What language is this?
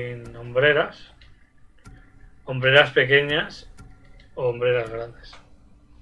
Spanish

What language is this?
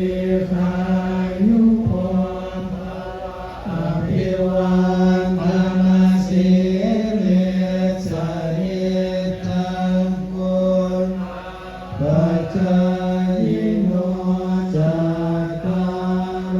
Pali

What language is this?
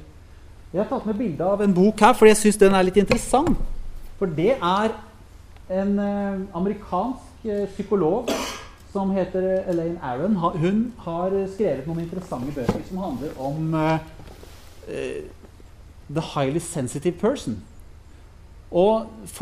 Norwegian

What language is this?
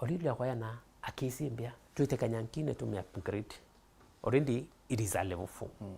Meru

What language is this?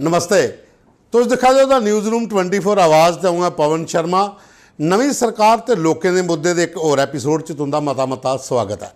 Dogri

